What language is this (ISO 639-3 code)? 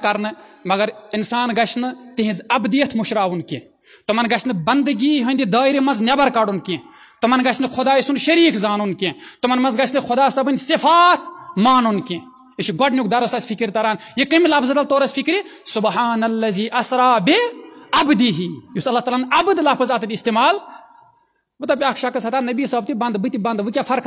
kas